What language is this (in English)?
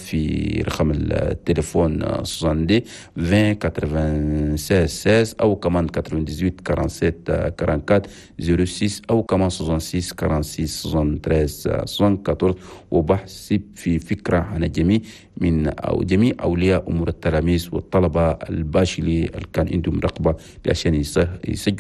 Chadian Arabic